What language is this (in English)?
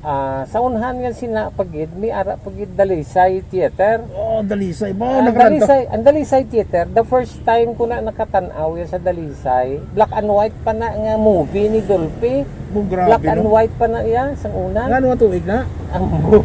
Hiligaynon